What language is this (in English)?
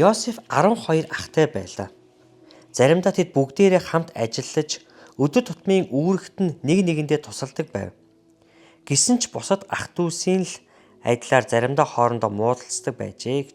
Mongolian